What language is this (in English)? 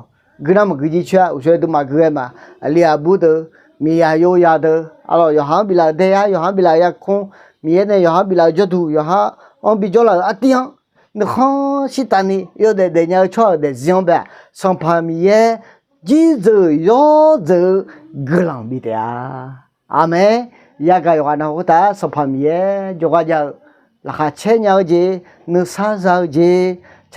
Akha